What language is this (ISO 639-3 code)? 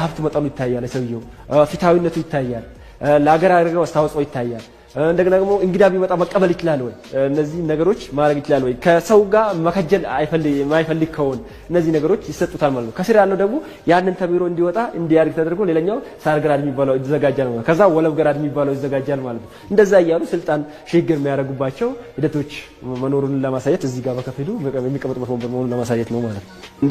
amh